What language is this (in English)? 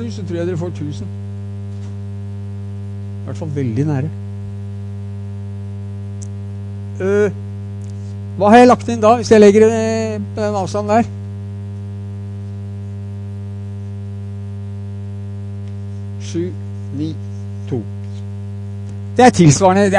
Norwegian